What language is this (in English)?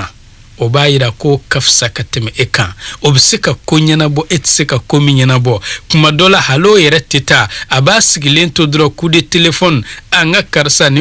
Bambara